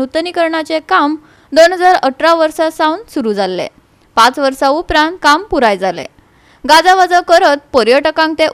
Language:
Konkani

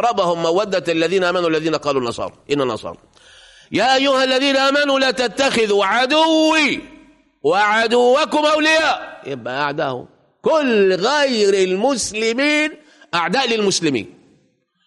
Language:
Egyptian Arabic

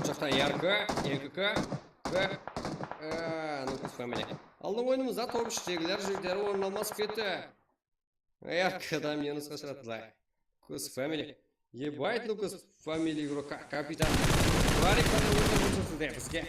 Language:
Kara-Kalpak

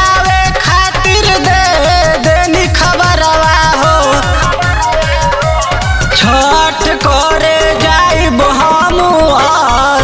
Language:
Bhojpuri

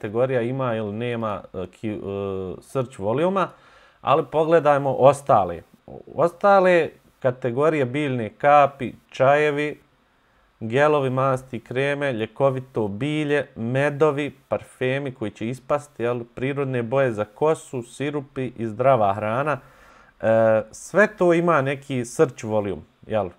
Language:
Bosnian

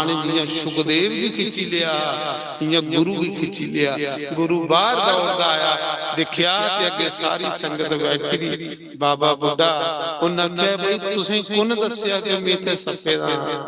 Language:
Dogri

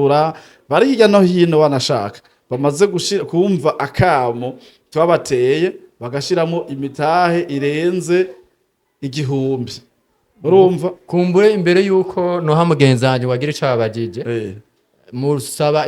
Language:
Rundi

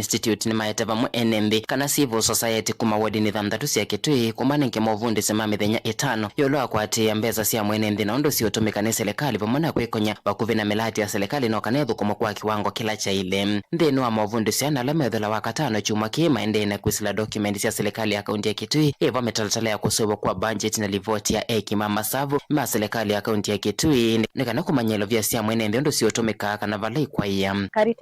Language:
Kamba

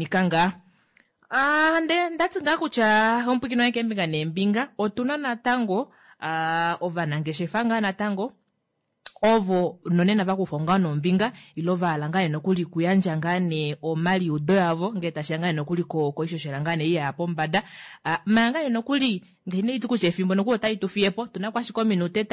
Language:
Kuanyama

